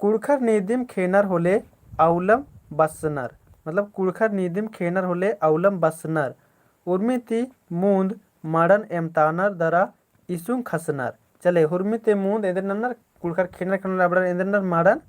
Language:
Kurukh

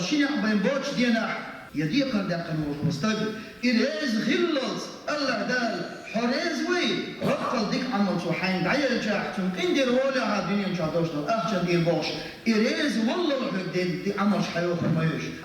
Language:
Chechen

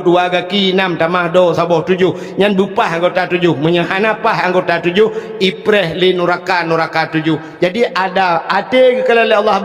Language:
Achinese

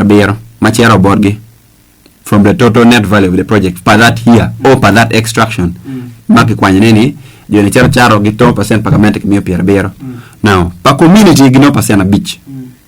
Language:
Acoli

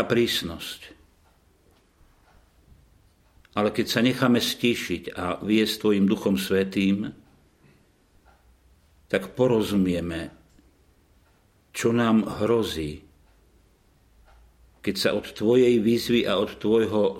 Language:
Slovak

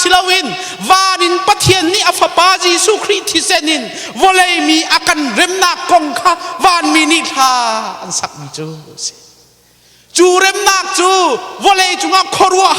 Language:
Hakha Chin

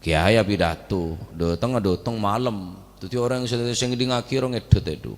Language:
Madurese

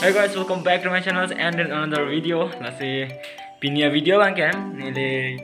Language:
Karbi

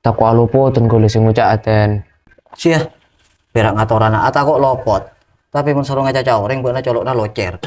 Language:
Madurese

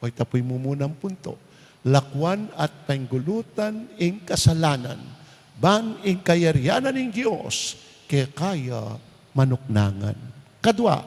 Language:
Pampanga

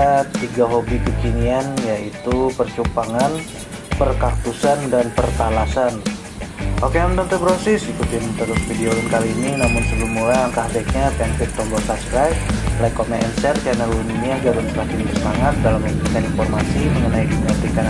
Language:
Banjar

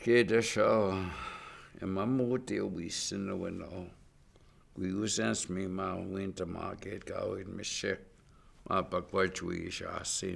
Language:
Chippewa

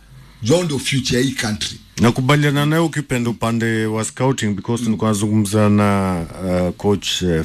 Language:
Swahili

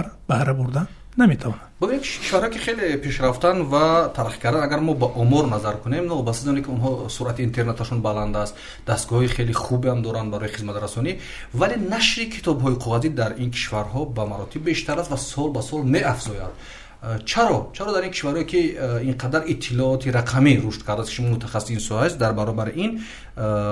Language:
Tajik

